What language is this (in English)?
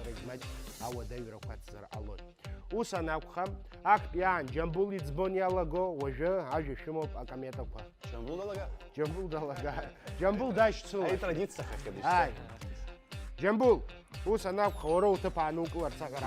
Abkhazian